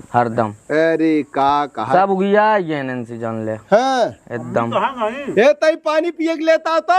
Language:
Awadhi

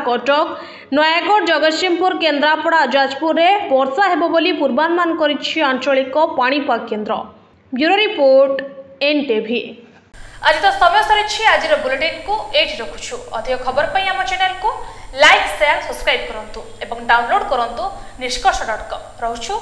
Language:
Odia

